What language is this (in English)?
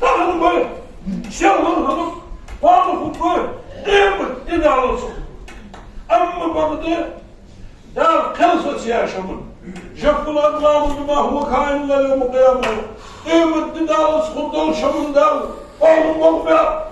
Ingush